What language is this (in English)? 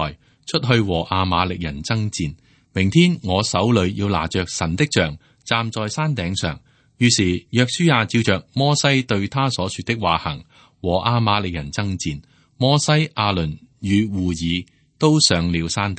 Cantonese